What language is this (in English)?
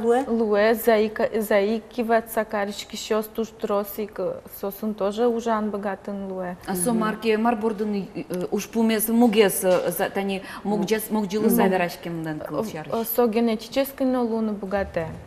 Udmurt